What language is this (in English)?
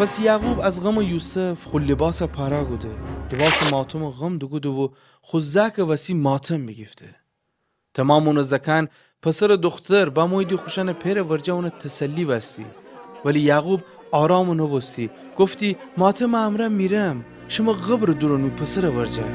Gilaki